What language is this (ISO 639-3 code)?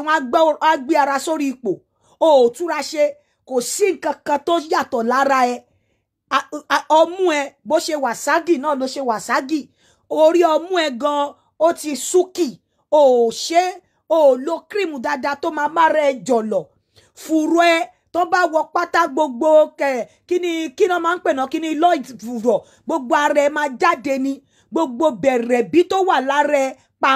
yor